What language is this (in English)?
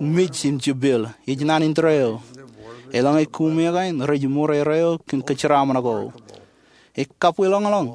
Marshallese